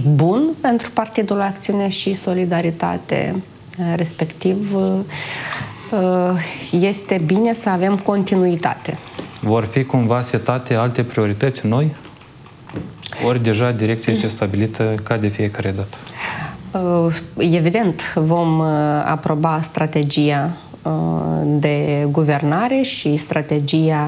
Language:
Romanian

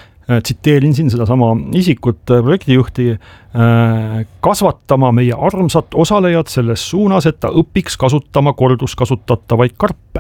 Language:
Estonian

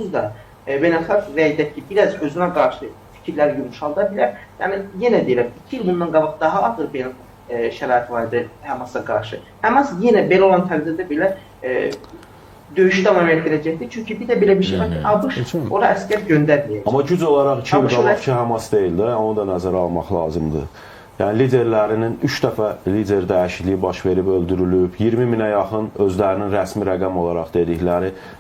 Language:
Azerbaijani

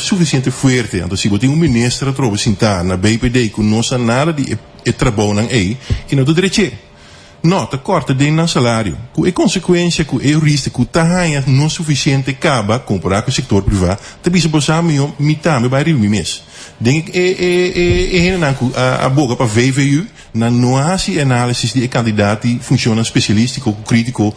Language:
Papiamento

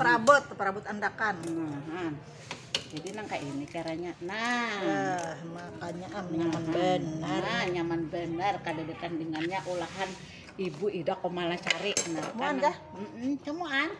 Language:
Banjar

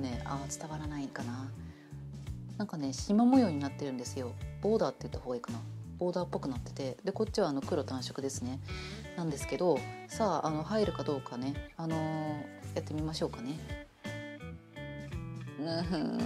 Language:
Japanese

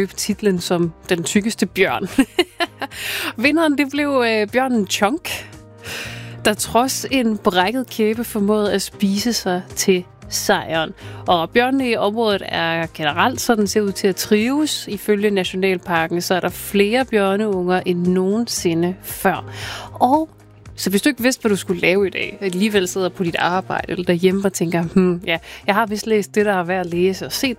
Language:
Danish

